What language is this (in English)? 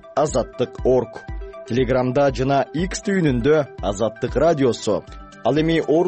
Kyrgyz